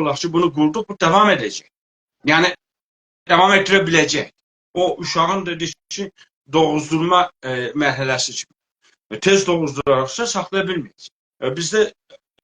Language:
South Azerbaijani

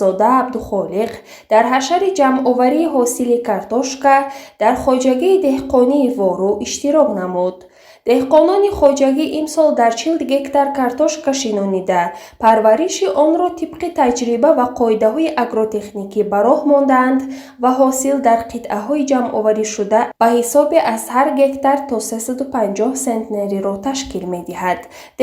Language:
Tajik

